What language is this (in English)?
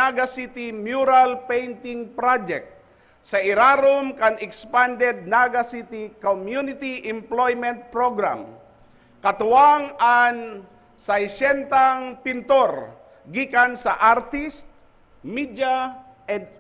Bikol